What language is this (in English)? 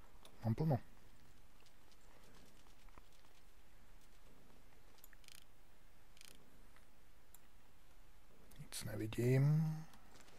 Czech